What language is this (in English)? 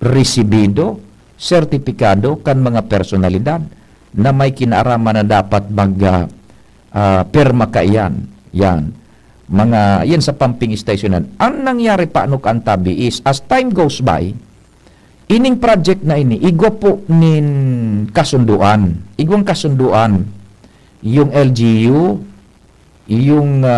Bikol